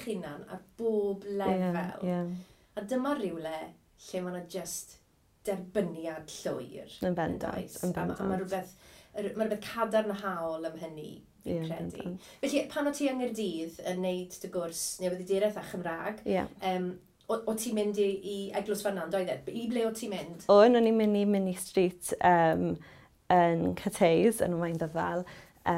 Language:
Welsh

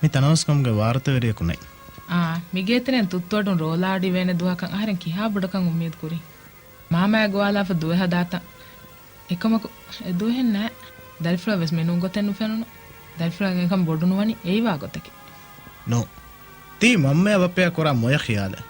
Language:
Divehi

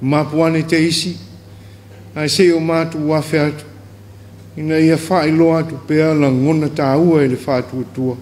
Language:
Samoan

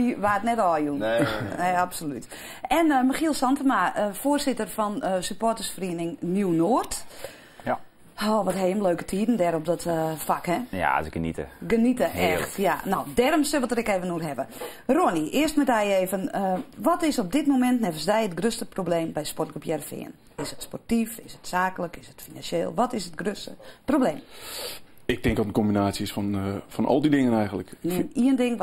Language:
Western Frisian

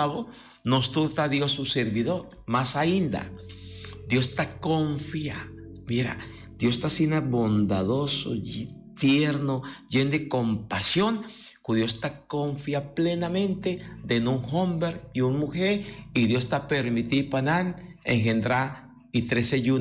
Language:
Papiamento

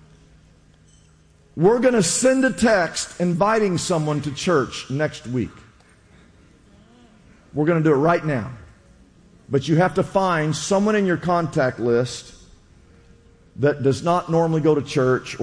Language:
English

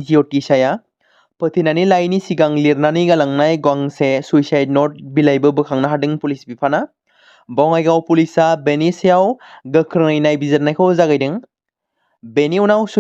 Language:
Bodo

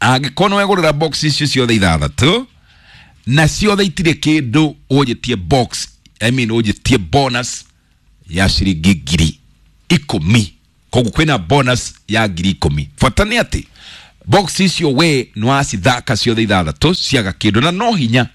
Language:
Kikuyu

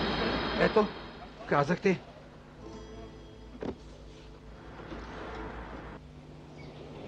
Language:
Bulgarian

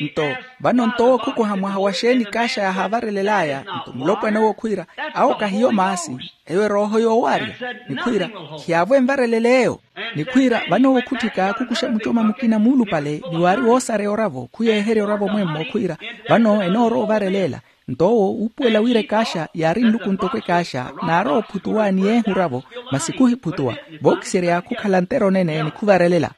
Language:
Makhuwa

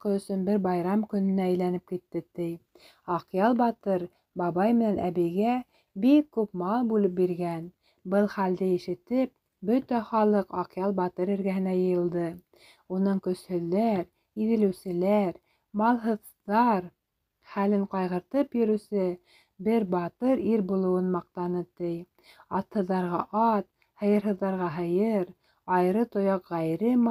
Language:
Bashkir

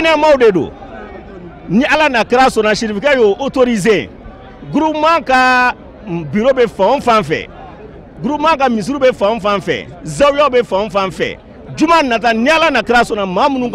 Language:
Bambara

